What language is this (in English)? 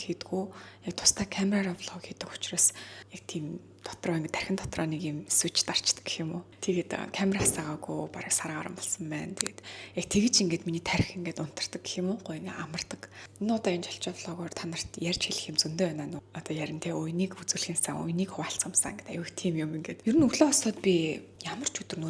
Mongolian